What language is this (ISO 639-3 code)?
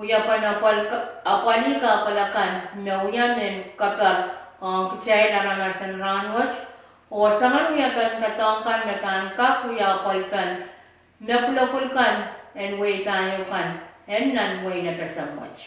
pon